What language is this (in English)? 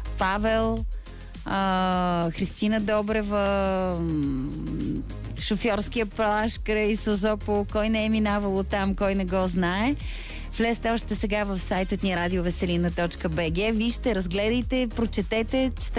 Bulgarian